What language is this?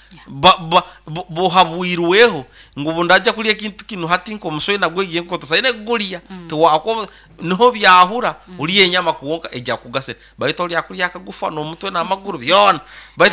Nyoro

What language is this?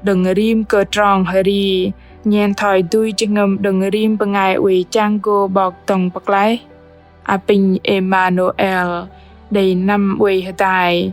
Bahnar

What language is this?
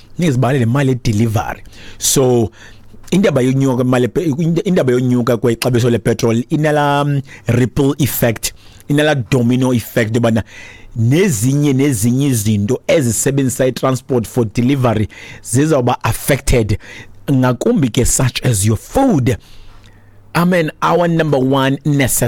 Xhosa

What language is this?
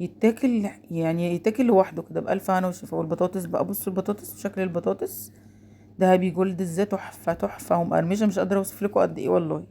Egyptian Arabic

